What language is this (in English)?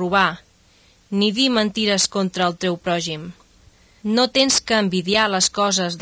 Catalan